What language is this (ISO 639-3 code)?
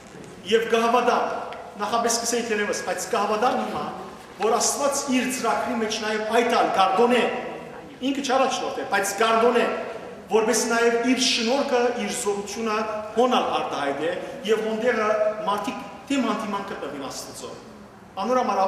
hyw